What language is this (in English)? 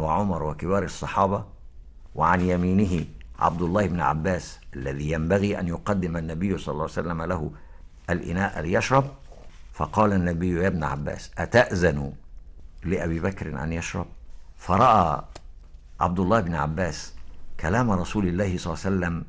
Arabic